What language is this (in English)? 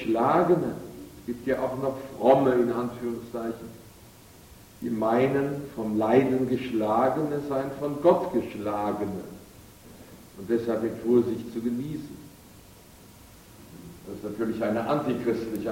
German